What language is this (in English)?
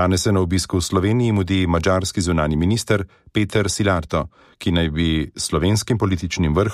Slovenian